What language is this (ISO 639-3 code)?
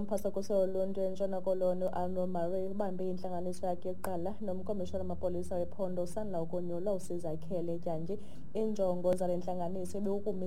xho